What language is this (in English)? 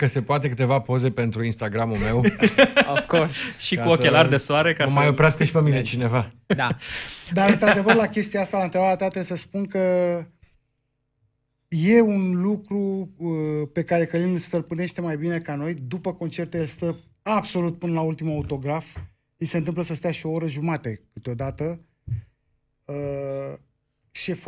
Romanian